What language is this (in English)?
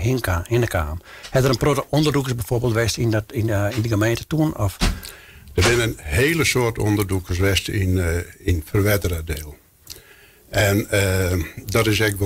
Western Frisian